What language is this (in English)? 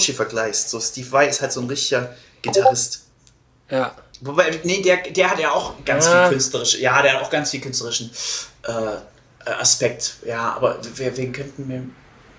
German